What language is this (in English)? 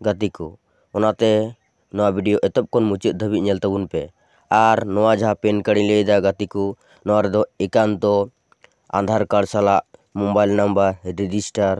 Santali